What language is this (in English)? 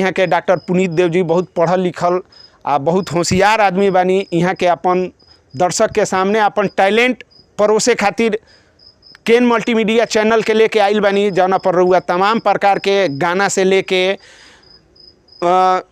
Bhojpuri